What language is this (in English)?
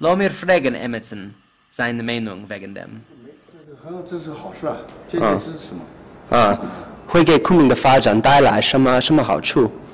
Yiddish